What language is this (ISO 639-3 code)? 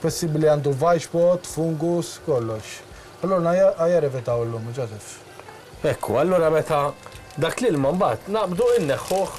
mlt